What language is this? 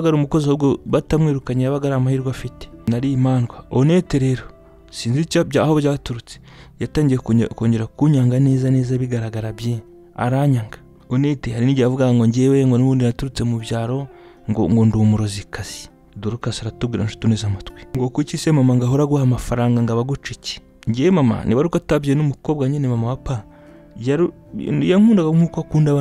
Kinyarwanda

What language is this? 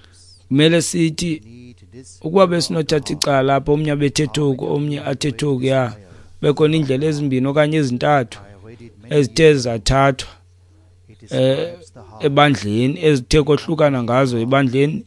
Xhosa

